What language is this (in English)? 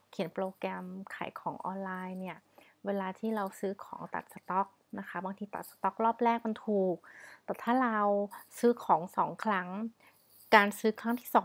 Thai